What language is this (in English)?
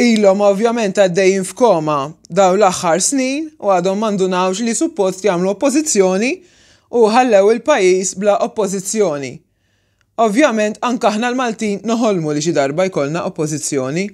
Maltese